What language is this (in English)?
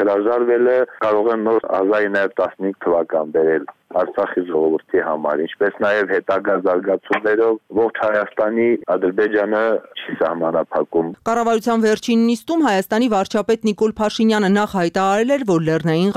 Armenian